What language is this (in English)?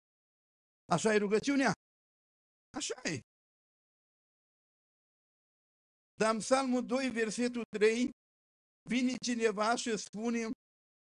Romanian